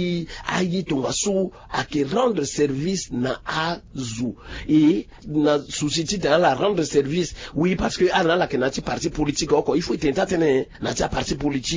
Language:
Sango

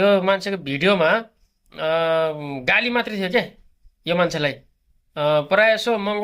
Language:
Nepali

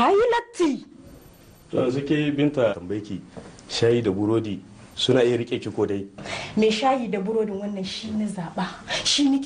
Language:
Hausa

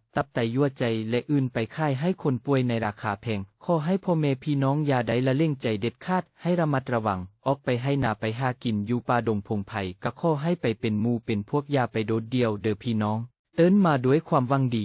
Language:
Lao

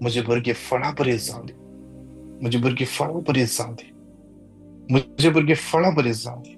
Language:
Konkani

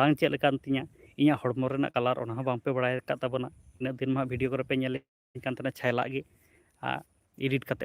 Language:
Santali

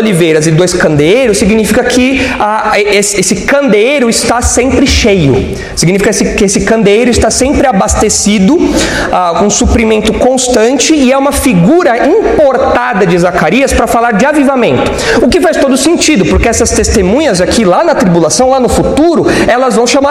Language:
Portuguese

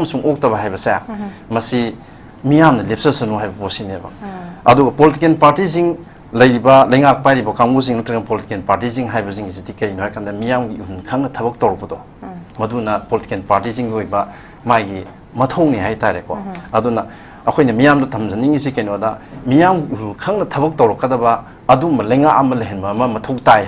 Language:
Manipuri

